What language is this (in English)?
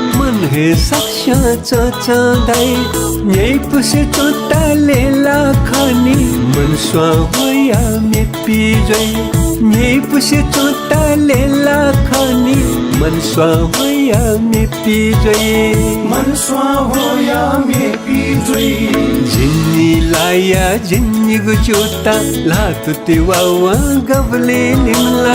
Newari